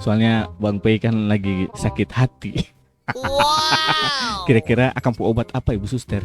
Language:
Ambonese Malay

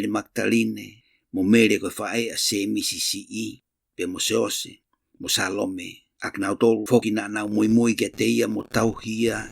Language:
Tongan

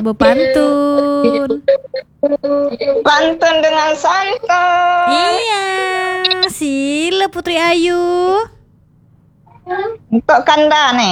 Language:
Malay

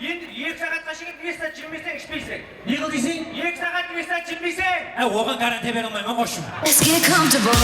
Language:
Kara-Kalpak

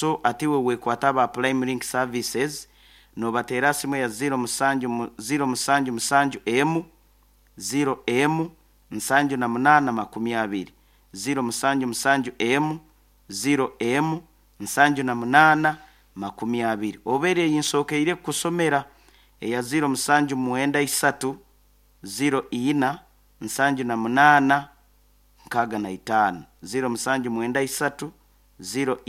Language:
Nyoro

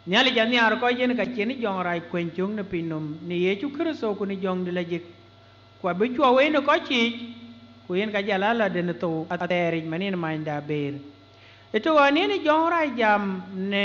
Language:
Dinka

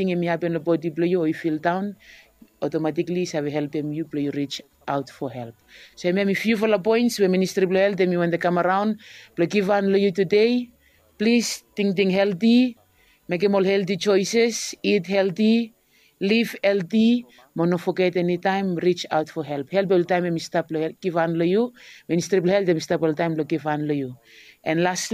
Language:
Bislama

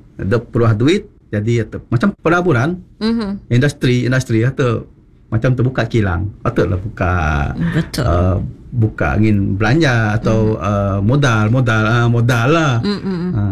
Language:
Malay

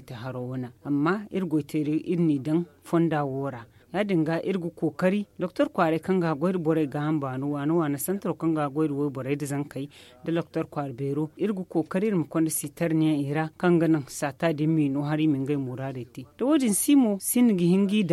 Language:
Zarma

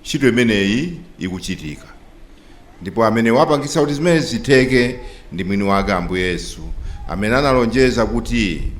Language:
Nyanja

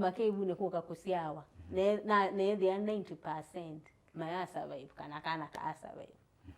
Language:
Kamba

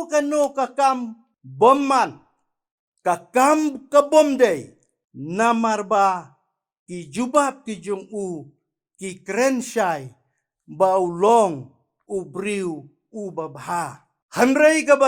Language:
Khasi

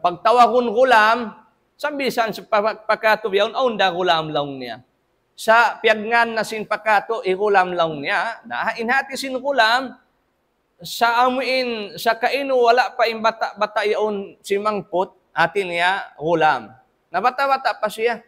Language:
Tausug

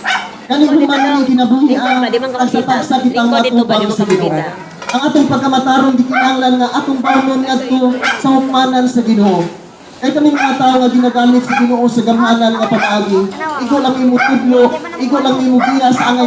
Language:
Cebuano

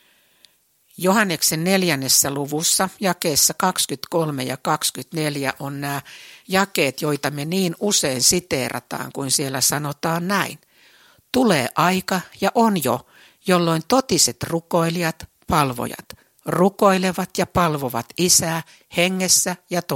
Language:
Finnish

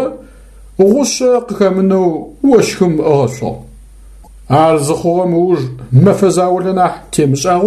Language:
Adyghe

